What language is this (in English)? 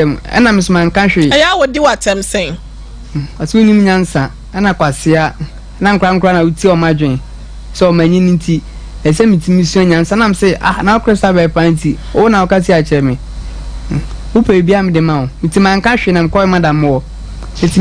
Akan